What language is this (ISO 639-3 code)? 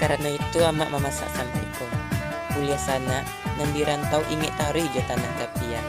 min